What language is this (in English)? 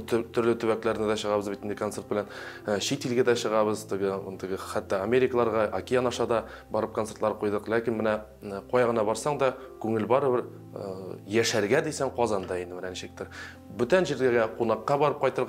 Tatar